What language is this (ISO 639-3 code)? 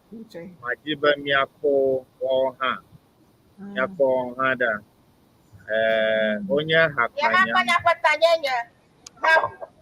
ewe